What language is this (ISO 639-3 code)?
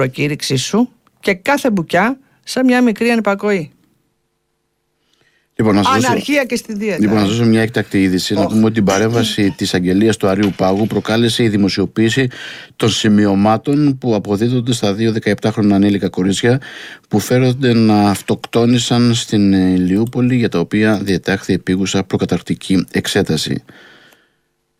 ell